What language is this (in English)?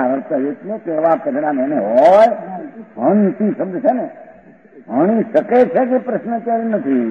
Gujarati